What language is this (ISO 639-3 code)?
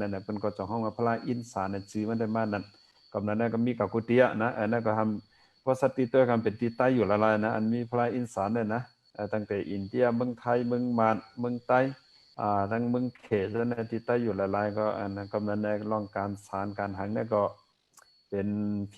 shn